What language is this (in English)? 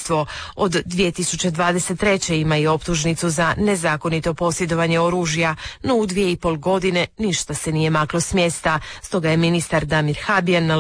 Croatian